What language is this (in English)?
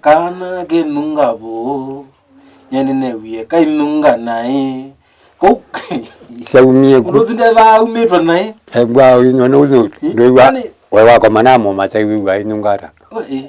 Kamba